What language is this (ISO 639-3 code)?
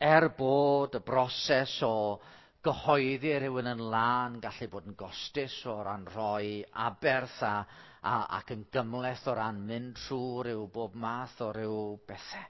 cym